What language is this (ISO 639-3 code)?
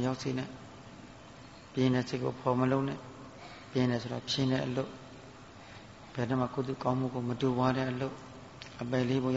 mya